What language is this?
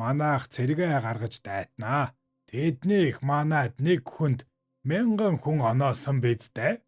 Mongolian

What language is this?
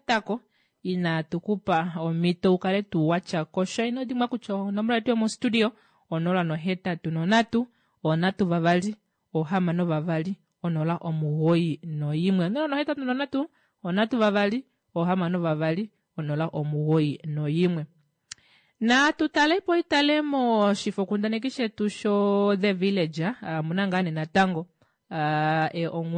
Kuanyama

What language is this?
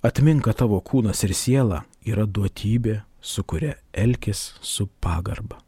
Lithuanian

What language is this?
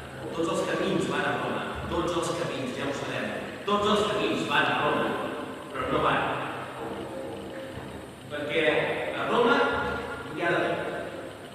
Catalan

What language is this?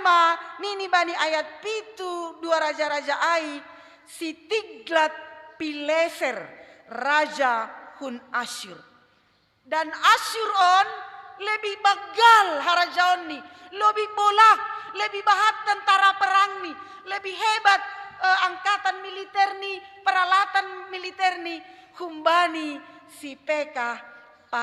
Batak Simalungun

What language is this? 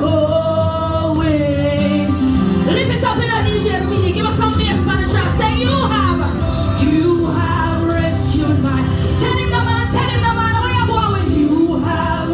Jamaican Creole English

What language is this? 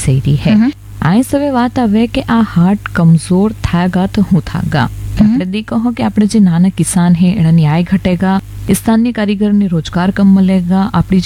Gujarati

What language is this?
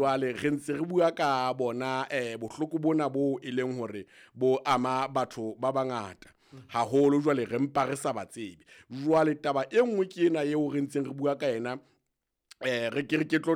Southern Sotho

